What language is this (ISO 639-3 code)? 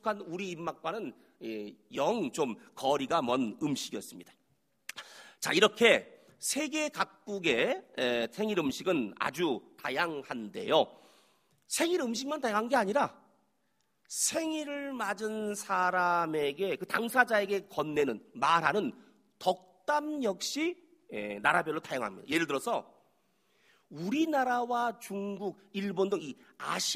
kor